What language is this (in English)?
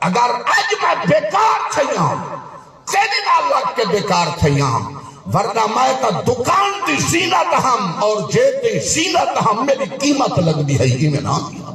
Saraiki